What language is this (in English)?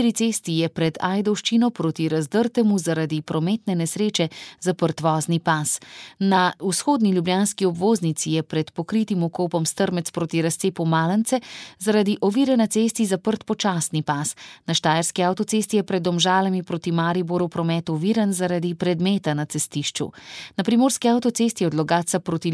Slovenian